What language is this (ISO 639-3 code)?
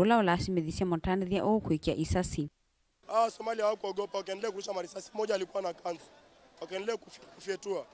kam